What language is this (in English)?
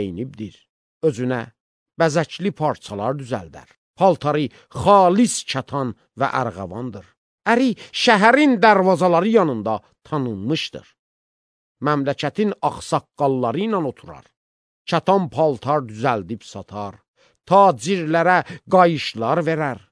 Azerbaijani